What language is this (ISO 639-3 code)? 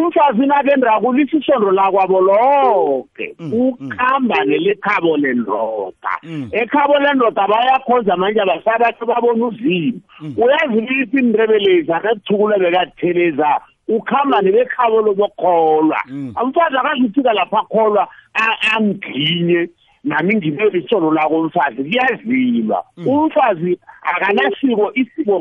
nbl